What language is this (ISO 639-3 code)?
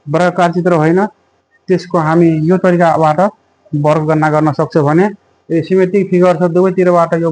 nep